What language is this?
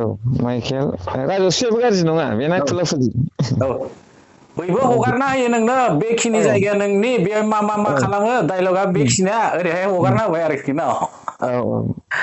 Bodo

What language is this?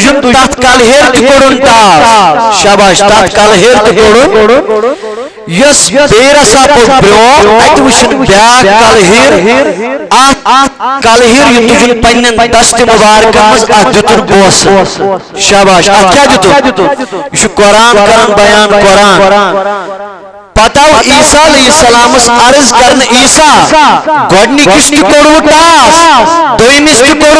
Kashmiri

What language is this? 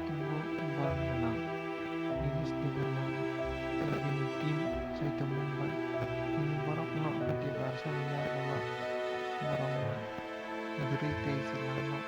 Kok Borok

